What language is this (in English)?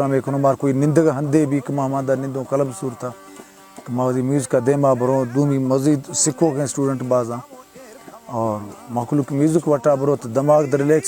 Baluchi